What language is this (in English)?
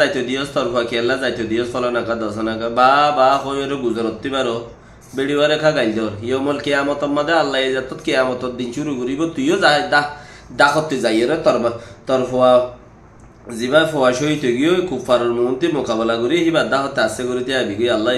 Rohingya